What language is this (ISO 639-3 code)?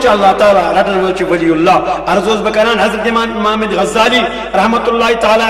kas